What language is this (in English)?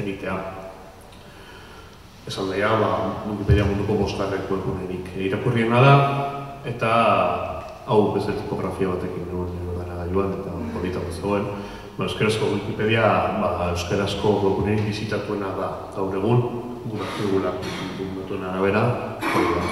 Basque